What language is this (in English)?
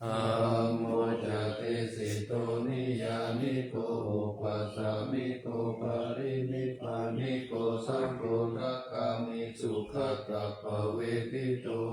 Pali